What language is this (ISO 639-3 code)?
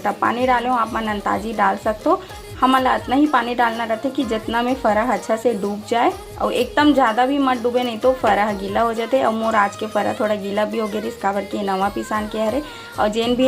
hne